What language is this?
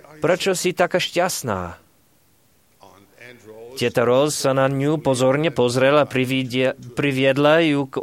Slovak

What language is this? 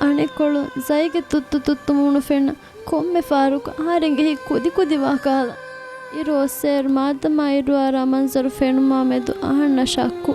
Divehi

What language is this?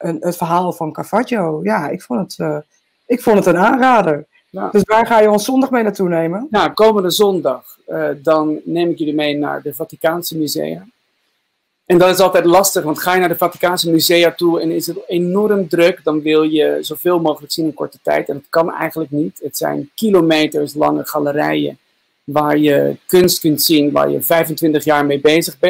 Dutch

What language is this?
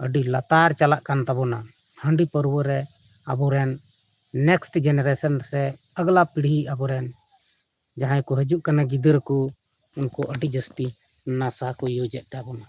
Santali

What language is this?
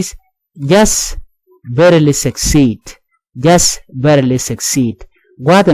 Nuer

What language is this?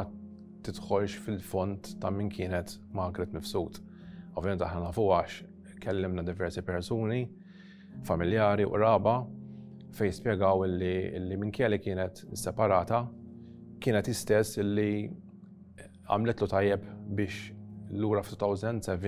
Maltese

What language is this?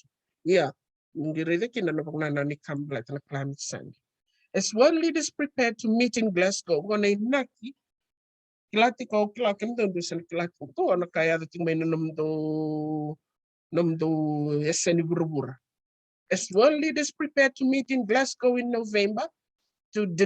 Fijian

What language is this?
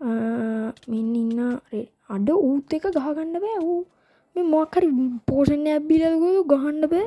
Sinhala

